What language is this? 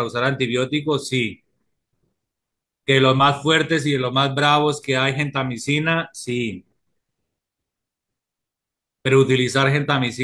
Spanish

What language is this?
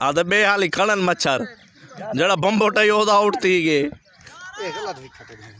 Saraiki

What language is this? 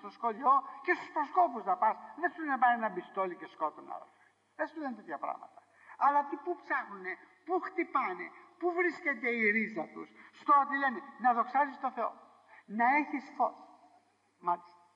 Greek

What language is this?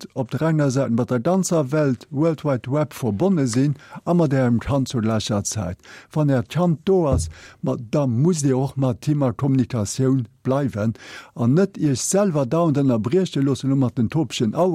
Luxembourgish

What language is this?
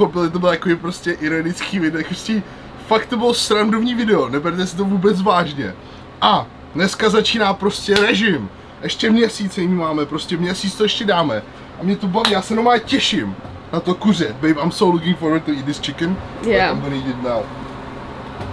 Czech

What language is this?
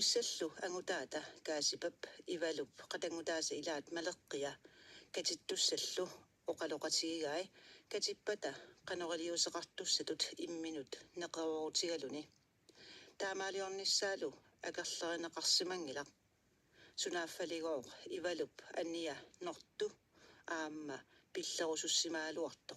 Kalaallisut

